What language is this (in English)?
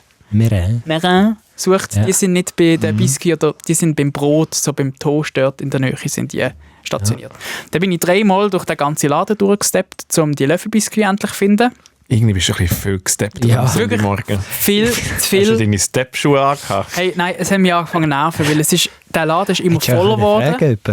Swiss German